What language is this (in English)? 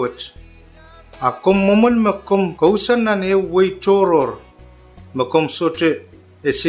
Pohnpeian